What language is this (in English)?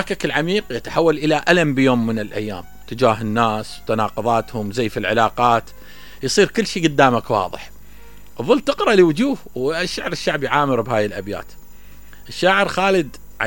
Mesopotamian Arabic